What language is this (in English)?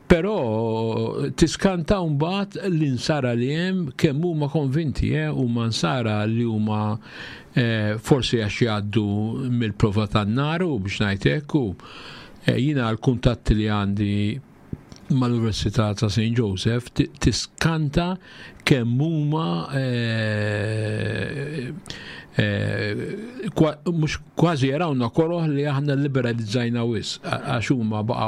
Maltese